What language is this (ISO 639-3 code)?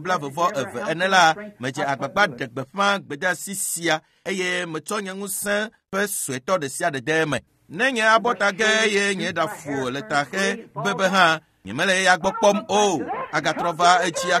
ewe